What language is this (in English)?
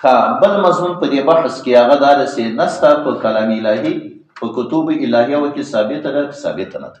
Pashto